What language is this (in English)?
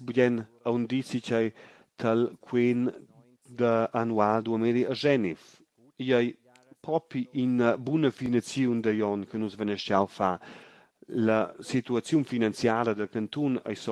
Romansh